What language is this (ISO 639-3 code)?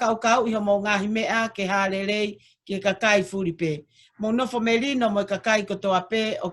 ton